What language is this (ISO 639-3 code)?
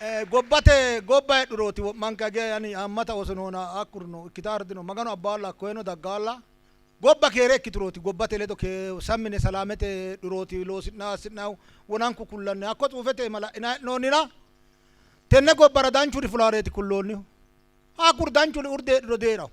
sid